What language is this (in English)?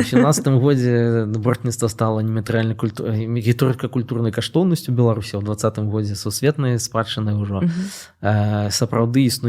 Belarusian